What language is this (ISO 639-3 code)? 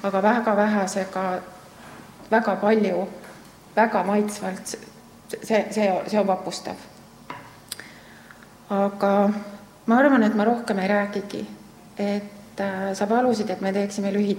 est